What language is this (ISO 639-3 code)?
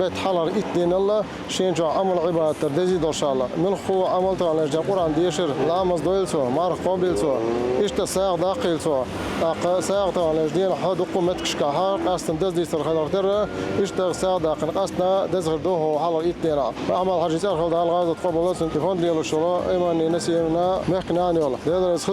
che